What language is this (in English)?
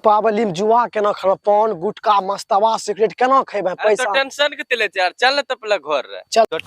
Angika